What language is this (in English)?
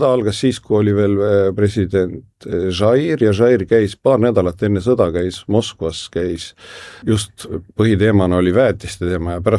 Estonian